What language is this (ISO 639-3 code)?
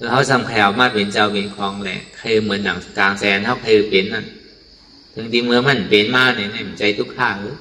shn